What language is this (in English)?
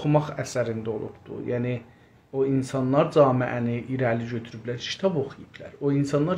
South Azerbaijani